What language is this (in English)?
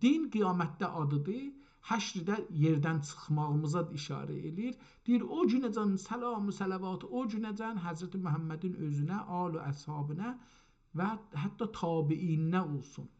South Azerbaijani